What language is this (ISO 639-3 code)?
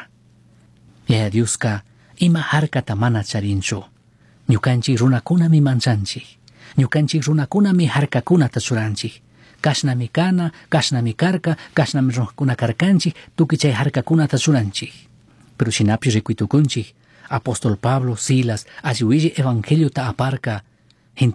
qug